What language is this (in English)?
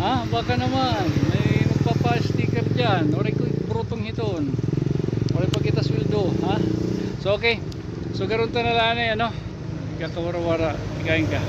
Waray